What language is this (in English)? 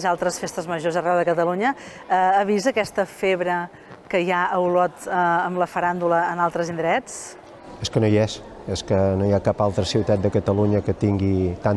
Catalan